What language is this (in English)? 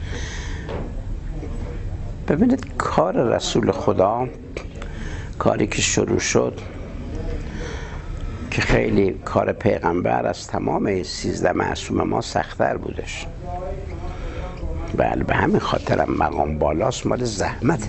Persian